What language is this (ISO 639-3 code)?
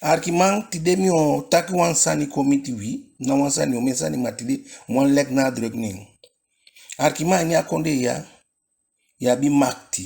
djk